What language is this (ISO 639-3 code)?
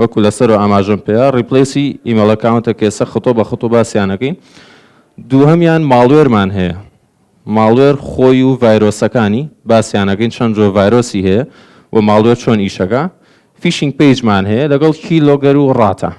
ckb